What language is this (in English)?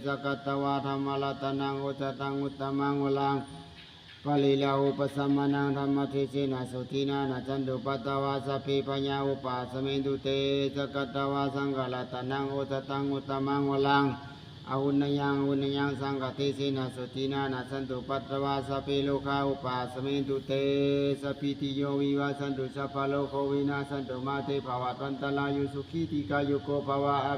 Pali